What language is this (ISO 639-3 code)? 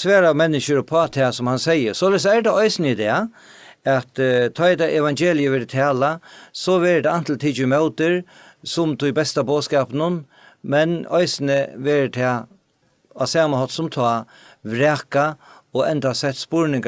fao